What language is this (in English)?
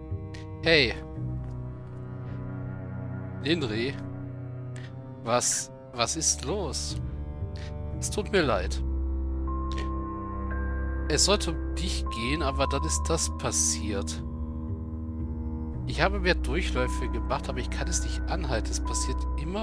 German